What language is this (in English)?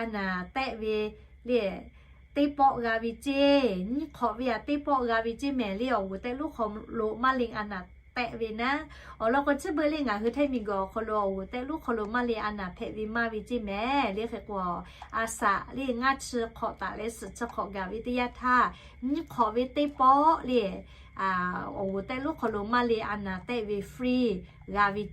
Lahu